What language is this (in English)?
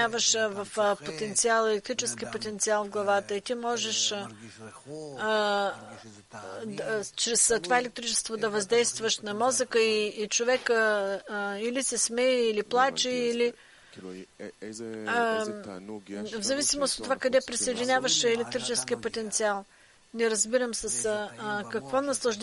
Bulgarian